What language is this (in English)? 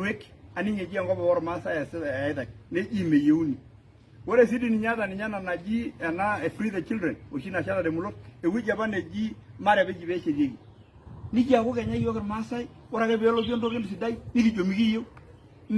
Masai